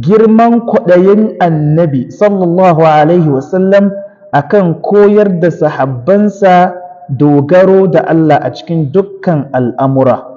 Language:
Hausa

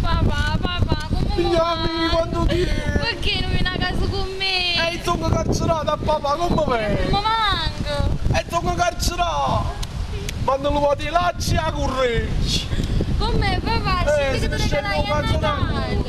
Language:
Neapolitan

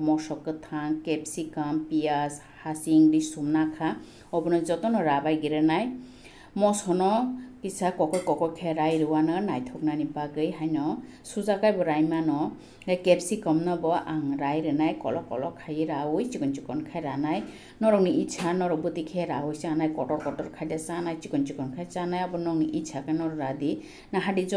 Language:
Kok Borok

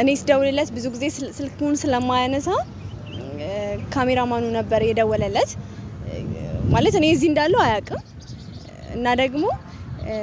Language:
Amharic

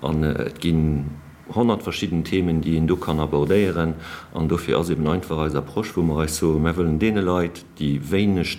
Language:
Luxembourgish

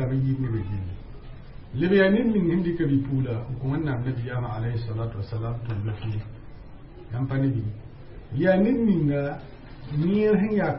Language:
Mossi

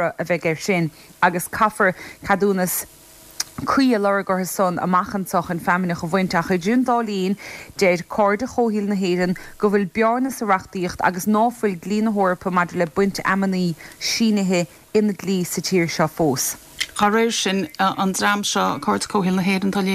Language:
Irish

